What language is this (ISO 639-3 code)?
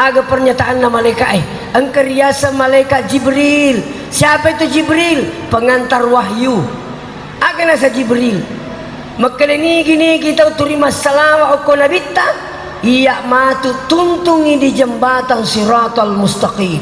bug